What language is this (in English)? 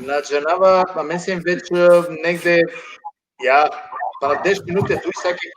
Balkan Romani